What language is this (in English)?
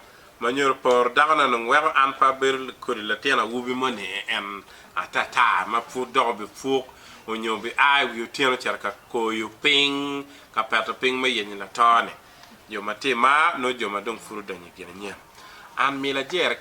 Acoli